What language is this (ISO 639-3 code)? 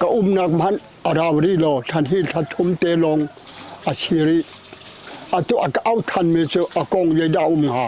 cnh